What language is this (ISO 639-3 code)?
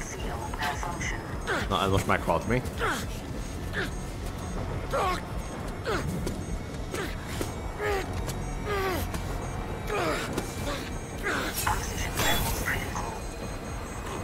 hun